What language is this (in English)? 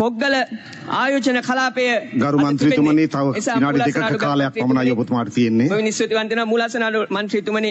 Sinhala